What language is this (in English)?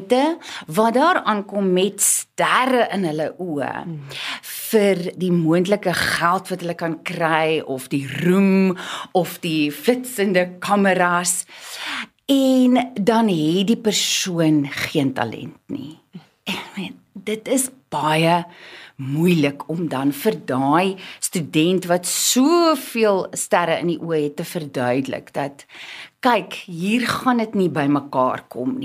Afrikaans